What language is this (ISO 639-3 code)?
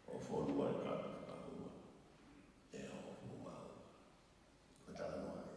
ton